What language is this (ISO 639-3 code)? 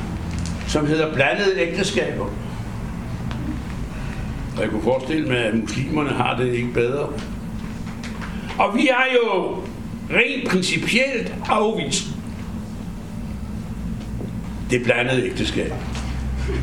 dan